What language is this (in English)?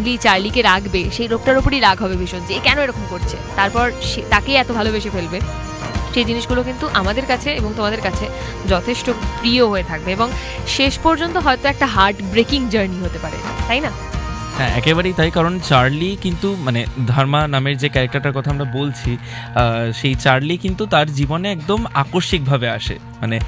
Bangla